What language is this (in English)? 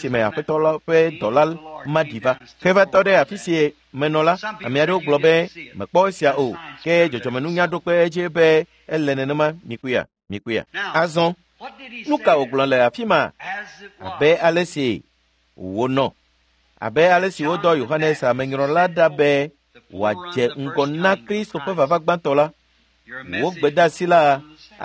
Ewe